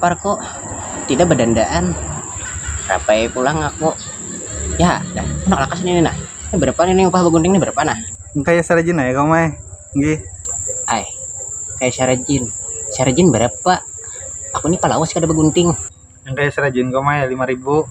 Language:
Banjar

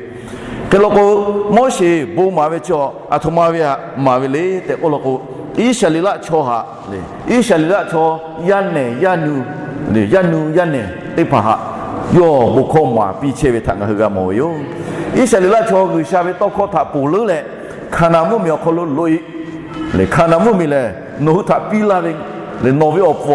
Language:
Lahu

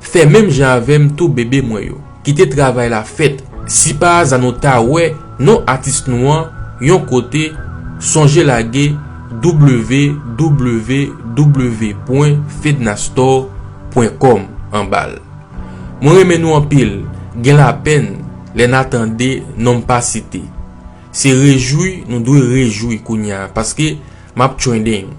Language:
Haitian Creole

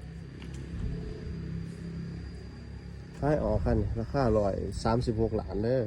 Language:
Lao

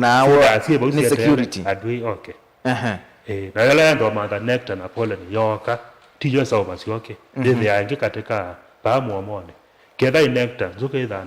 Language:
Kamba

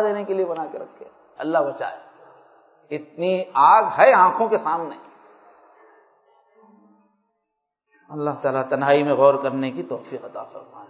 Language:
Urdu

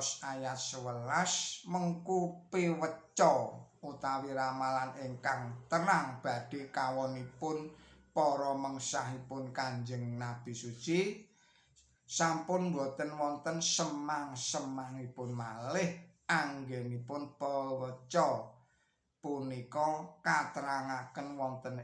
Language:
Javanese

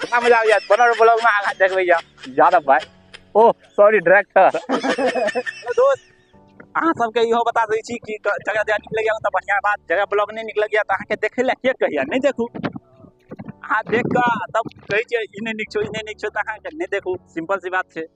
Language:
Maithili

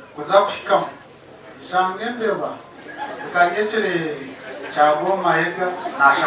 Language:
Nyankole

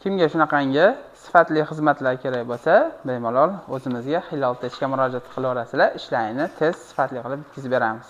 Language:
Uzbek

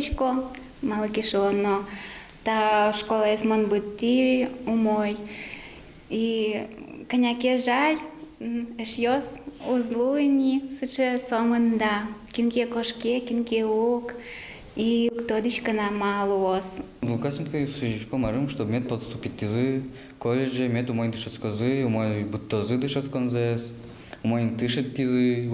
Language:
Udmurt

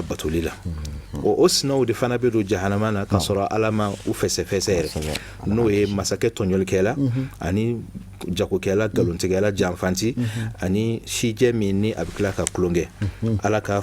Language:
Bambara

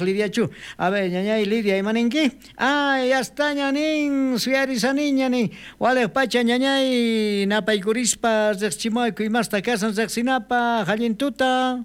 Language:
South Bolivian Quechua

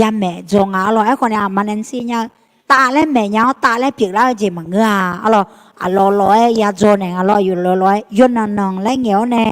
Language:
Akha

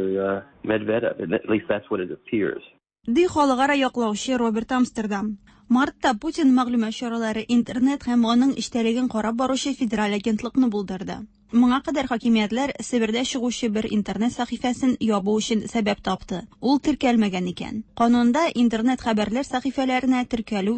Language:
Tatar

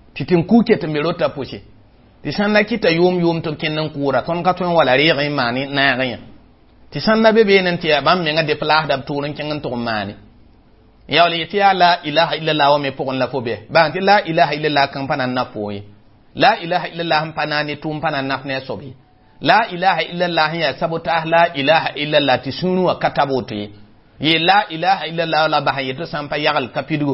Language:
Mossi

